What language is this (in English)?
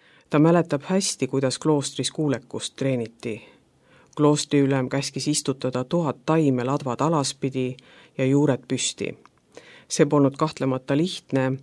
Estonian